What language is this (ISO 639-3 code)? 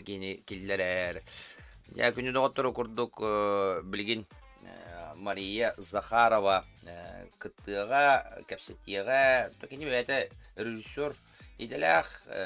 sah